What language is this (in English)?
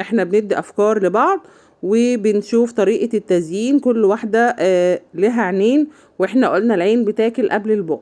Egyptian Arabic